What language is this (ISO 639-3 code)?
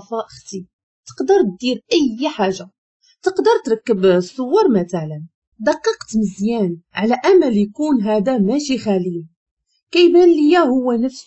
ary